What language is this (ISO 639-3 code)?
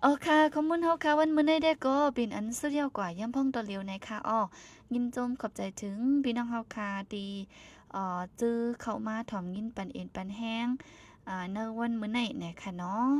shn